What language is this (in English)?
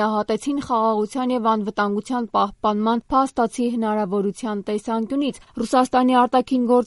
Armenian